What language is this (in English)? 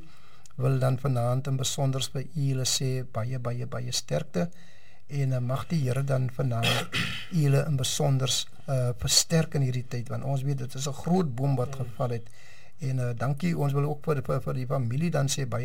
Afrikaans